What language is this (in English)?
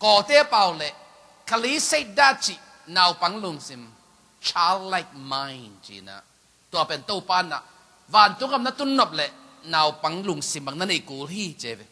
Tedim Chin